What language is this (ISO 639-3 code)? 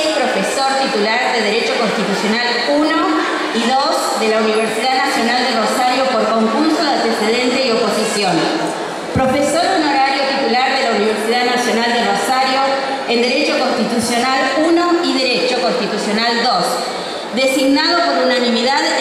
spa